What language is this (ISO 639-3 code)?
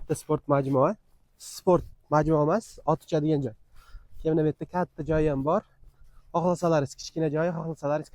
uzb